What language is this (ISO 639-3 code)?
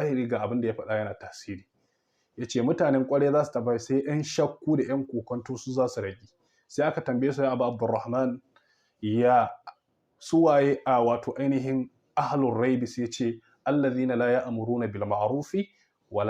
hau